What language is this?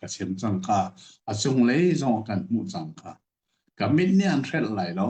Hakha Chin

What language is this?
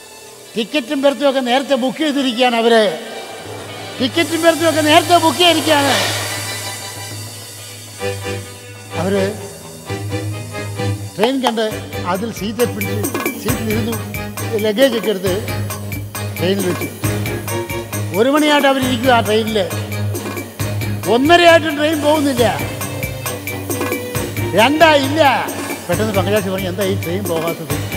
Malayalam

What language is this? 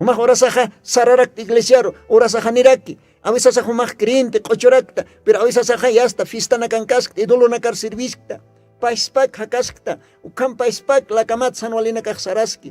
Aymara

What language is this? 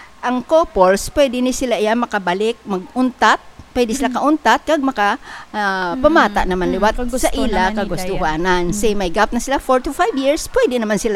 Hiligaynon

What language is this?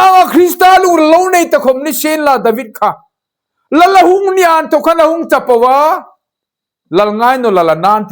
Hmar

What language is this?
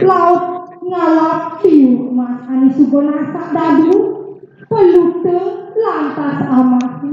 Balinese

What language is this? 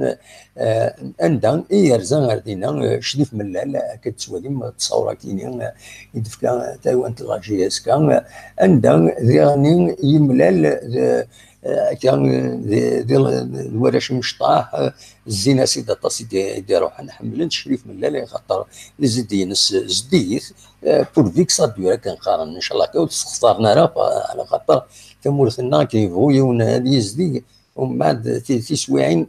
Kabyle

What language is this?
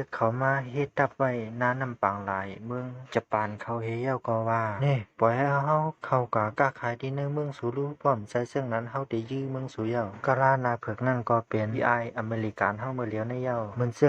Shan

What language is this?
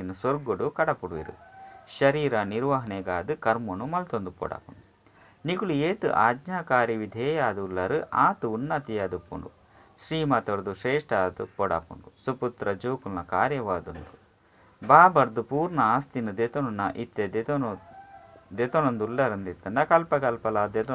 Tulu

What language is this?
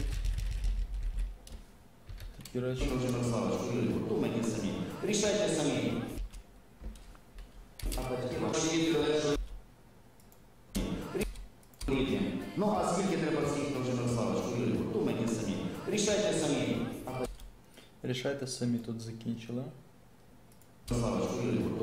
Ukrainian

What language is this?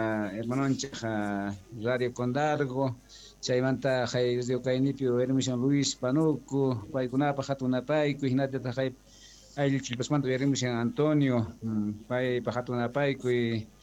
Quechua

